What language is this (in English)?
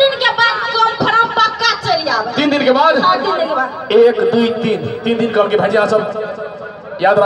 Maithili